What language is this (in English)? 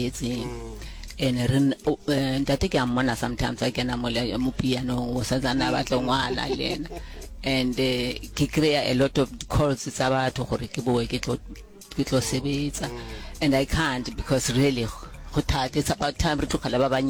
Northern Sotho